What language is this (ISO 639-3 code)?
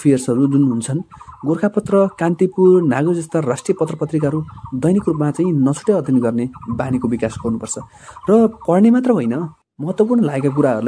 nep